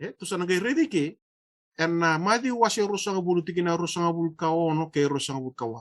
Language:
Fijian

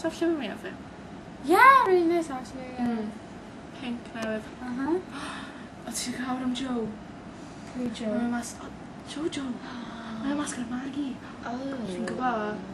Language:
Welsh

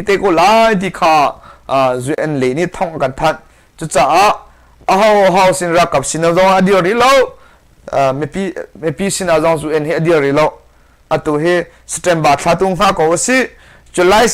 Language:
Hakha Chin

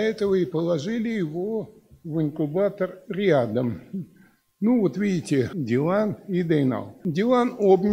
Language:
Russian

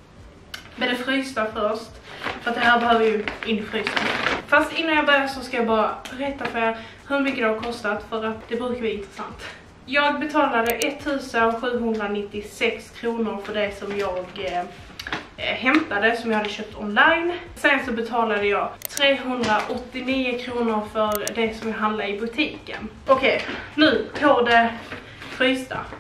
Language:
Swedish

